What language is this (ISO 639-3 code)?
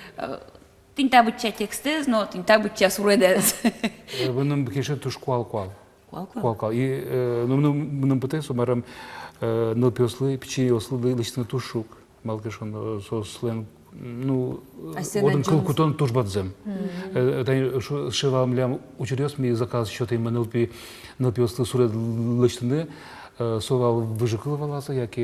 udm